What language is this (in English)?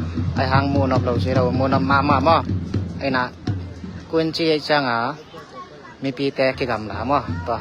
Tedim Chin